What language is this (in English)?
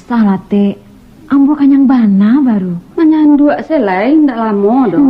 Minangkabau